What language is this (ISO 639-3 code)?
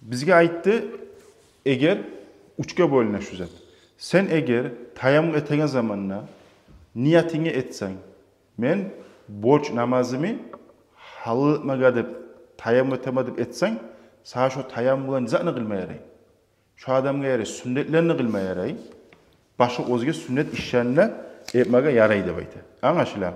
kum